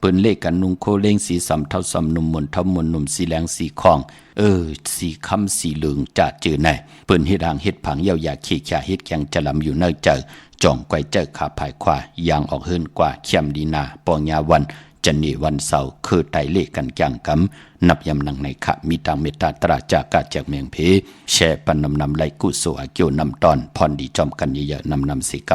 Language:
Shan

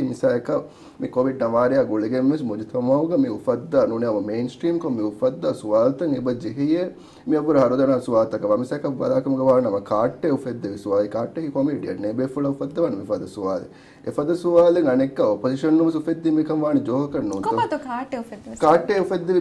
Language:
Divehi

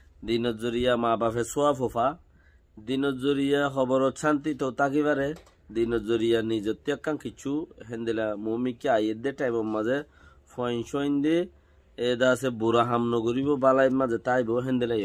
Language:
Rohingya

